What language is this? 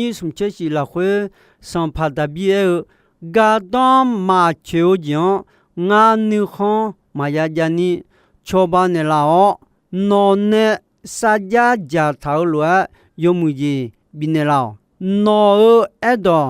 Akha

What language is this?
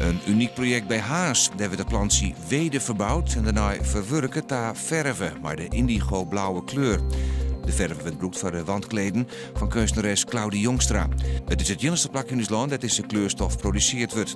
Western Frisian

